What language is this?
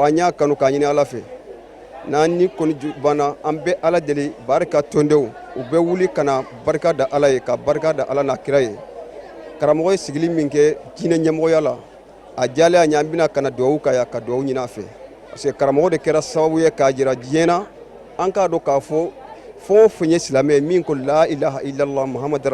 Bambara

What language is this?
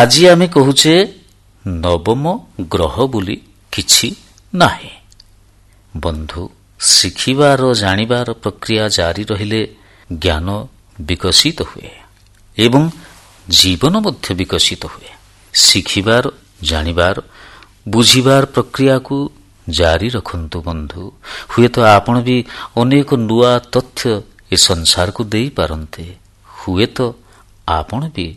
Odia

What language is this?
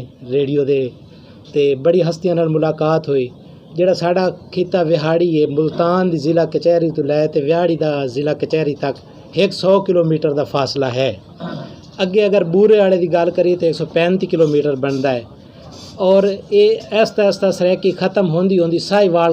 Western Panjabi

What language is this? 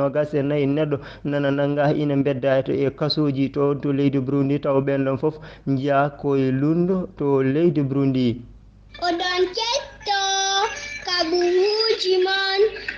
Fula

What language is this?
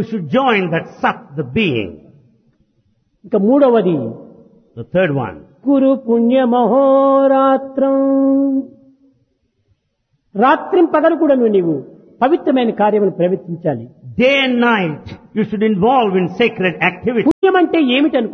Telugu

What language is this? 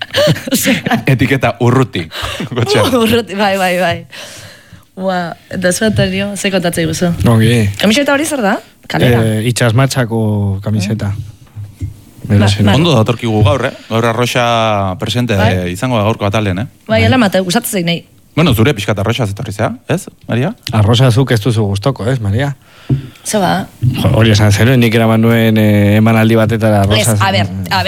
Basque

